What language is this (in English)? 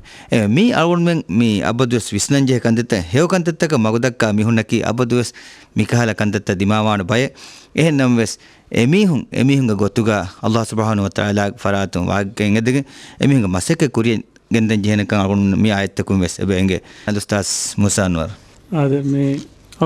Divehi